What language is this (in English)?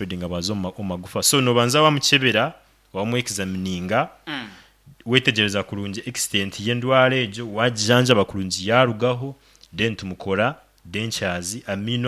Nyankole